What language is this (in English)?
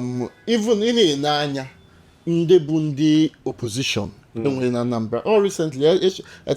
Igbo